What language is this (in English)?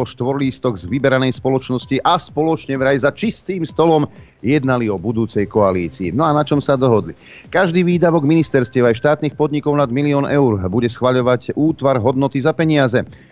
Slovak